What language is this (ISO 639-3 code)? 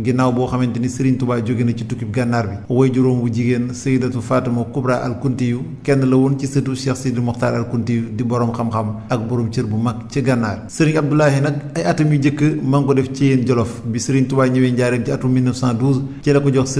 wol